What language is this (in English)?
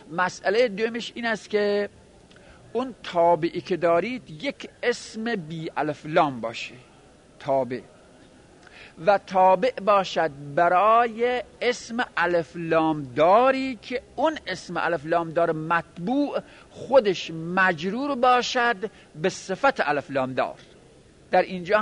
Persian